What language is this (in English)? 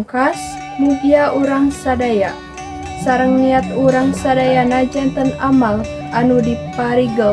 Sundanese